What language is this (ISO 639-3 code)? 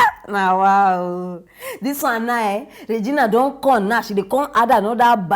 pcm